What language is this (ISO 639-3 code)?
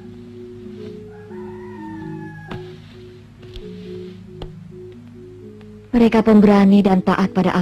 ind